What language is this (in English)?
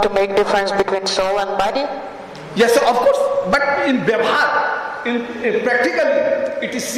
English